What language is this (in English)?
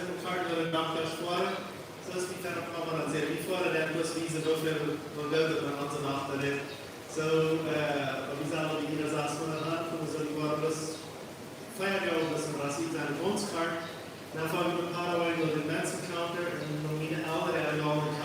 Plautdietsch